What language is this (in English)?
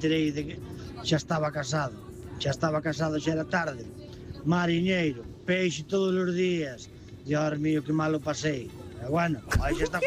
Galician